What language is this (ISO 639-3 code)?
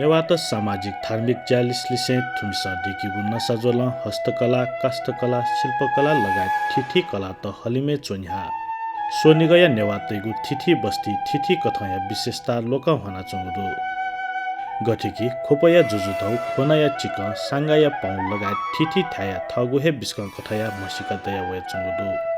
new